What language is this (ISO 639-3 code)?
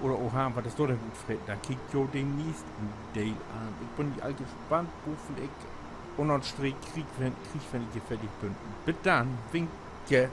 nds